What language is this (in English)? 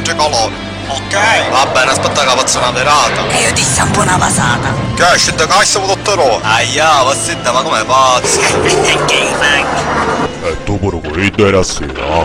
Sicilian